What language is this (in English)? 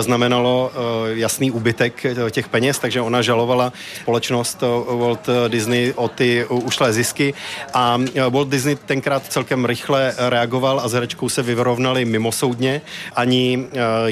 Czech